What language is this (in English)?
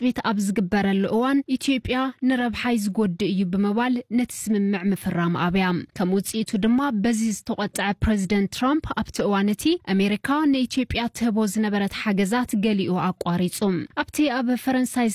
Tigrinya